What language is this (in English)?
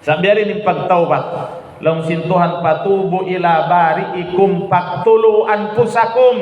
Tausug